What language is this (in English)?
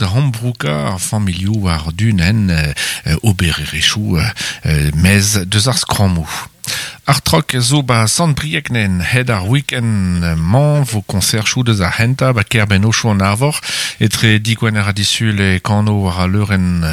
Breton